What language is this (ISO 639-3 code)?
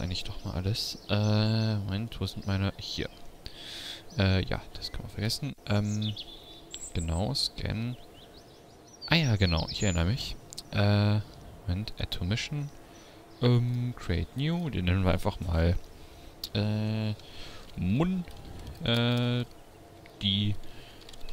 deu